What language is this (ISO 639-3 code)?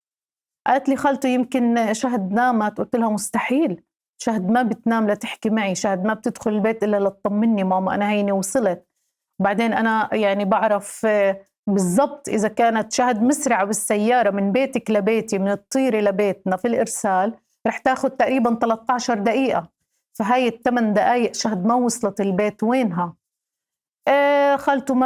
apc